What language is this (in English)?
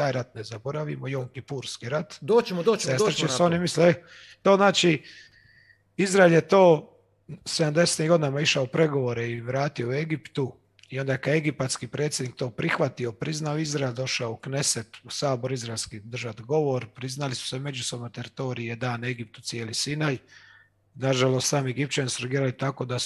Croatian